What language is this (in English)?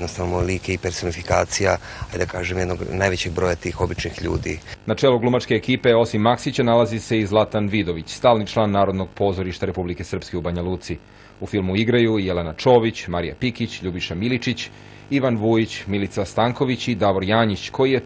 Serbian